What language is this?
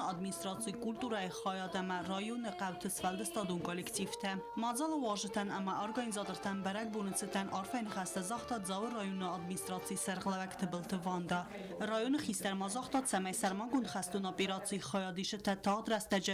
Ossetic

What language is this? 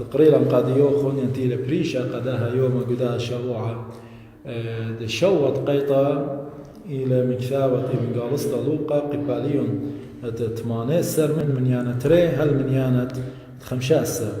Assyrian Neo-Aramaic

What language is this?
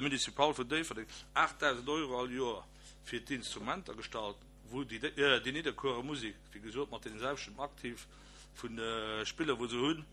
Luxembourgish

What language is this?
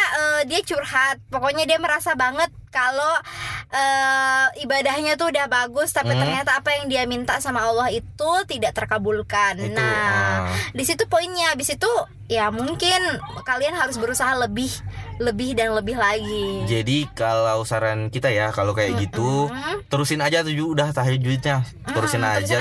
Indonesian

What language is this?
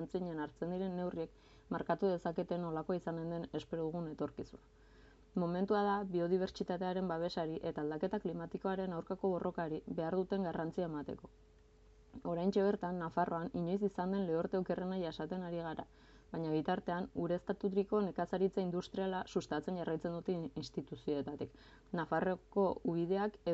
Basque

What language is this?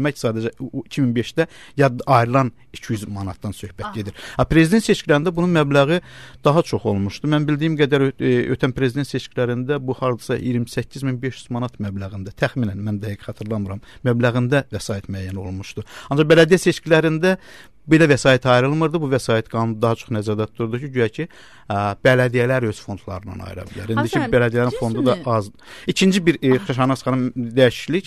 Azerbaijani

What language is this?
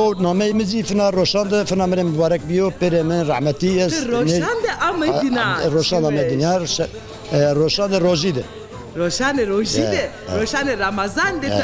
Zaza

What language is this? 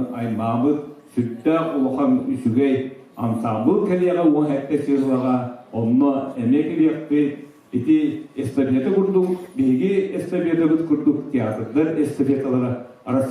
Yakut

